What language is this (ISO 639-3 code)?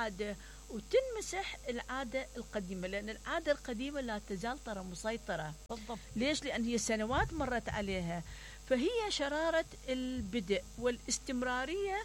acm